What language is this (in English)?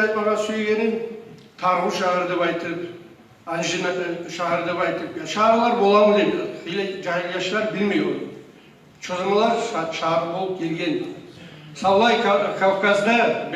Kumyk